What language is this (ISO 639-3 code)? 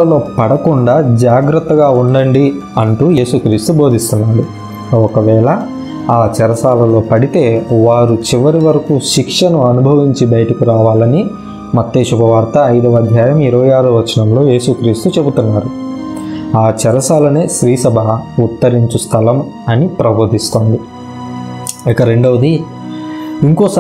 tel